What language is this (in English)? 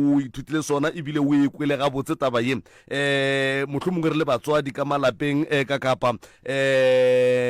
Northern Sotho